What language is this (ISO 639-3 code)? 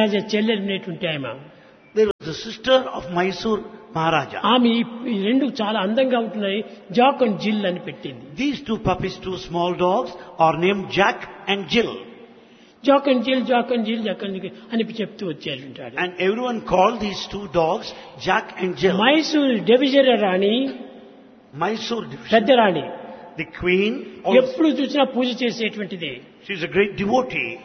tel